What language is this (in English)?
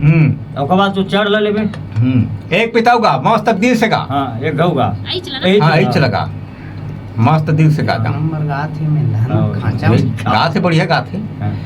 Chhattisgarhi